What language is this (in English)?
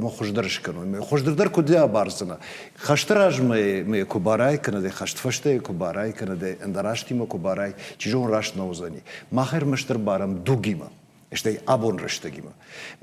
Ossetic